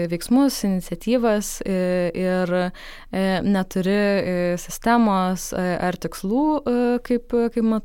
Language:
Lithuanian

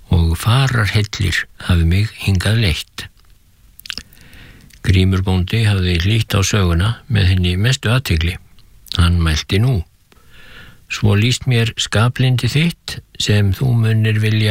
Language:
Icelandic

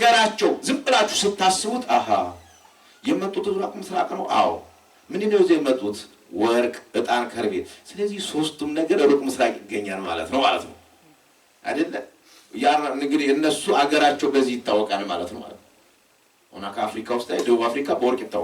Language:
Amharic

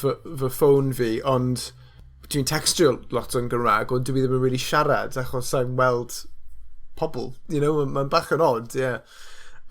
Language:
Welsh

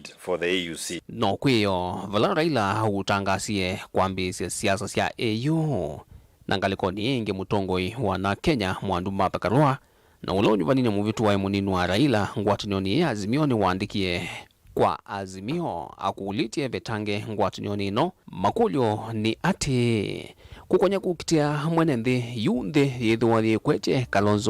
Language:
Kamba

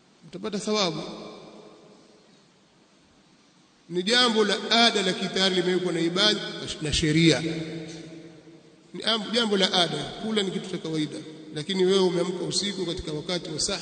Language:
Swahili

